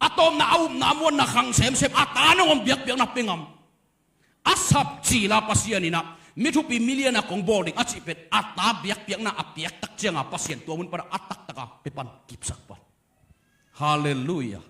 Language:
Tedim Chin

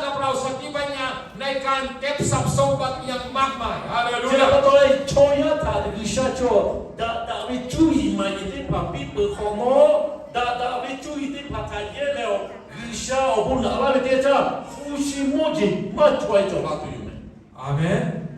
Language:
Lahu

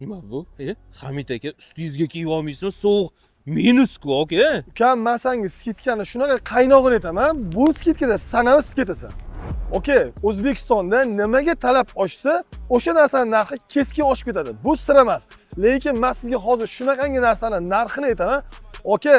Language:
Uzbek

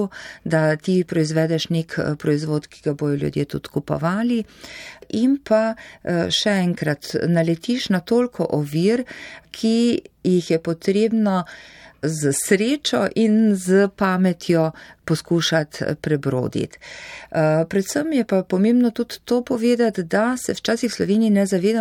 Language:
Slovenian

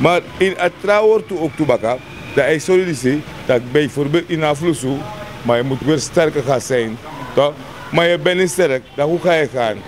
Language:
Sranan Tongo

